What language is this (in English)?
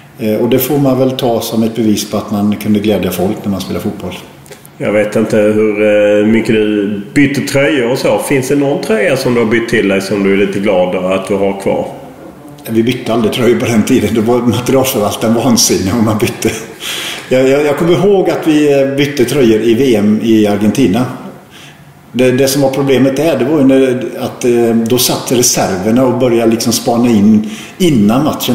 Swedish